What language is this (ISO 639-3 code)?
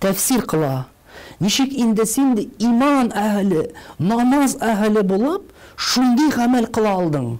tat